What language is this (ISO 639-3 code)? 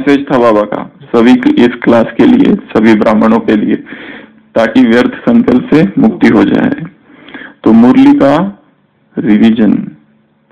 hin